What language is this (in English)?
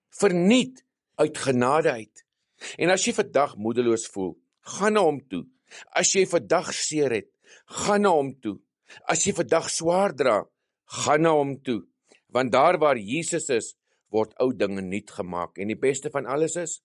Afrikaans